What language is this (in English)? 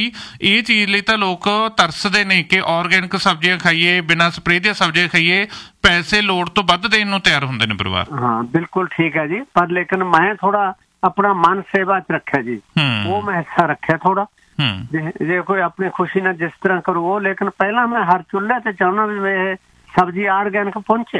Punjabi